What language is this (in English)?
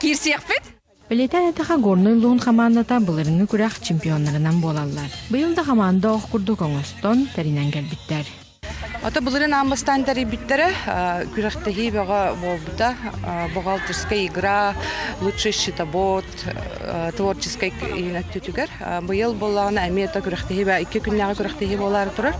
Yakut